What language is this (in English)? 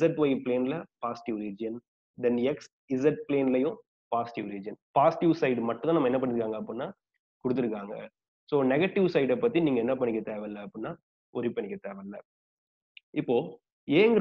Tamil